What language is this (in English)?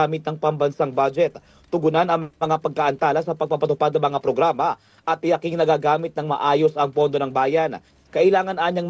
Filipino